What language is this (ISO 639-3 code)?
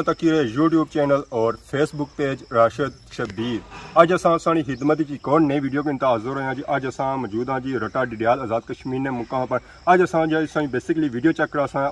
phr